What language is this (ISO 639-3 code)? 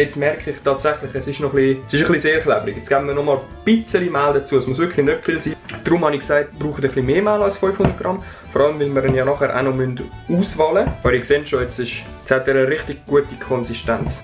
gsw